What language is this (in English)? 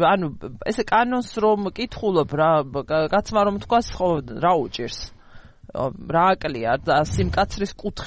Georgian